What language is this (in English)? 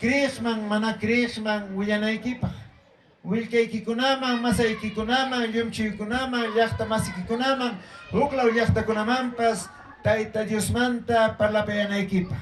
Ayacucho Quechua